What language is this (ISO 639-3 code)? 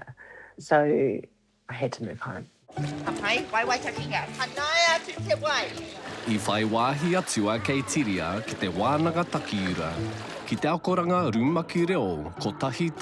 mri